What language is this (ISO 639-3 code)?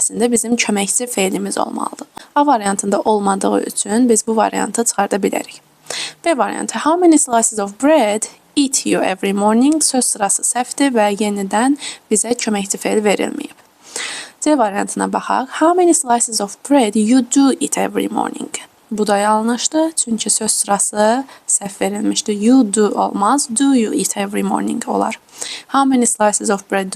aze